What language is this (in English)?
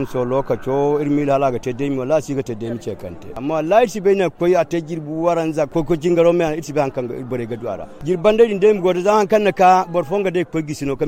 Zarma